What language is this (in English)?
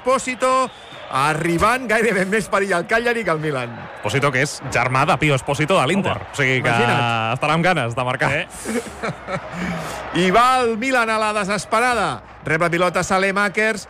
Catalan